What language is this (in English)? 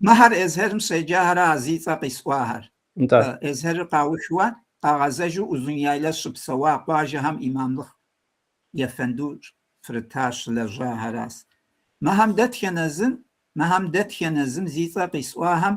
Kabardian